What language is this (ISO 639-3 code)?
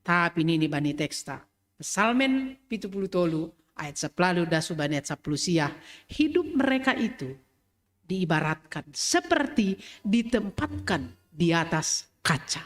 bts